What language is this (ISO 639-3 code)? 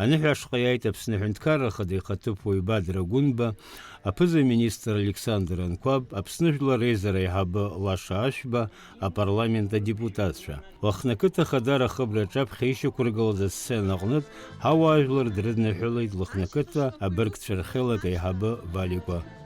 abk